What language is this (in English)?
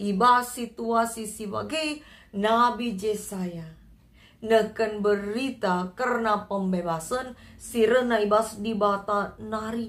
Batak Karo